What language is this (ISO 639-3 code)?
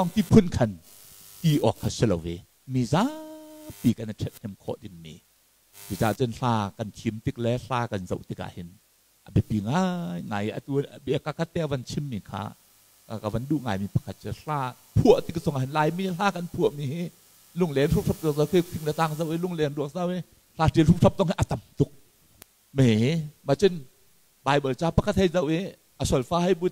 cnh